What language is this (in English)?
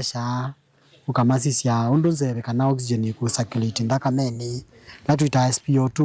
Kamba